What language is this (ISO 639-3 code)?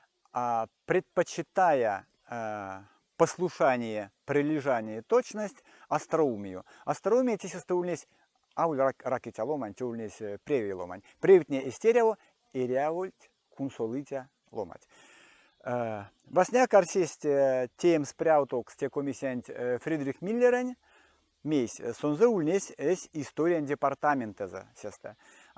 myv